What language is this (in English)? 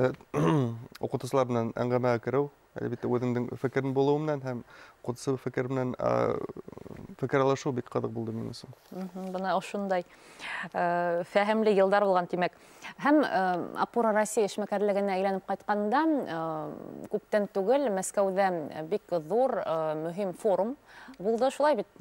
Bashkir